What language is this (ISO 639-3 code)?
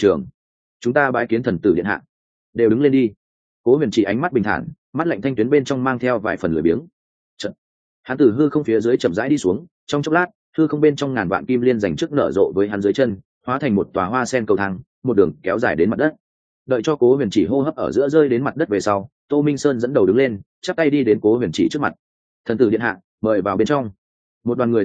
vie